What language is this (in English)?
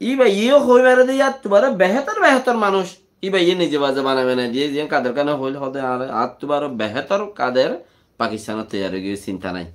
Rohingya